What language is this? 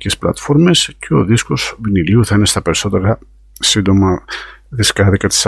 Greek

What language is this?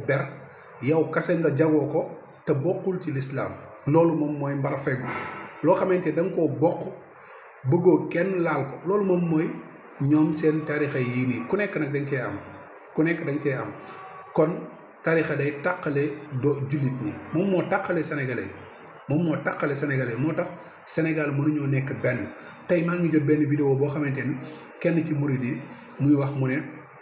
Wolof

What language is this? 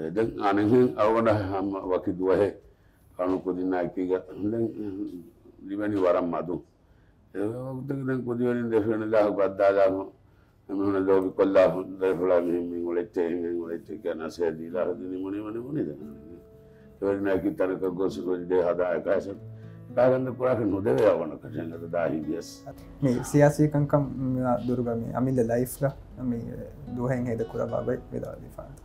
Divehi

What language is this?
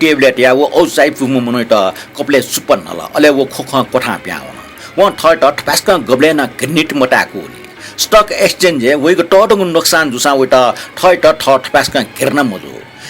Newari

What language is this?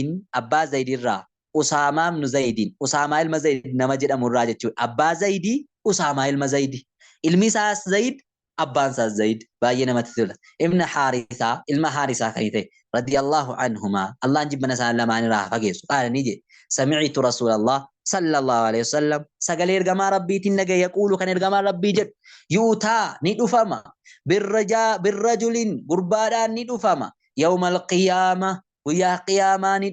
Oromo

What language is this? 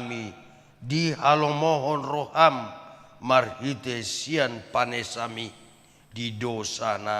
Batak Toba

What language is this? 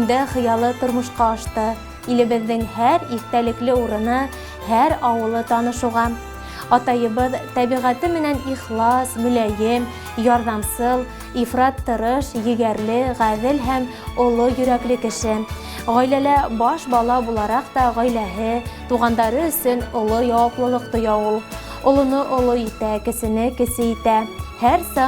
Bashkir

